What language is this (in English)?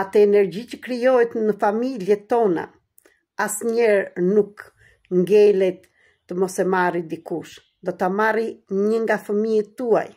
Albanian